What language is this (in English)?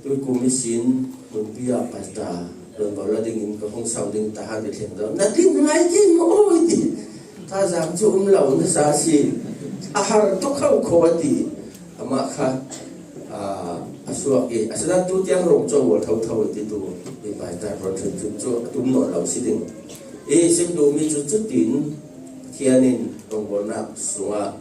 Falam Chin